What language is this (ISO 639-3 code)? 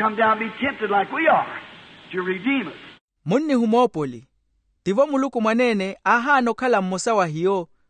vmw